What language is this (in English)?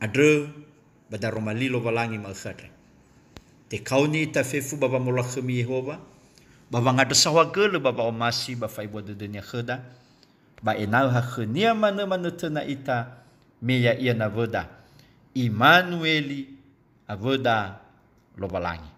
Nias